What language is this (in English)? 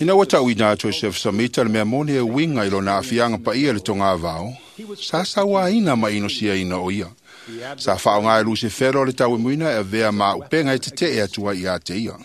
Samoan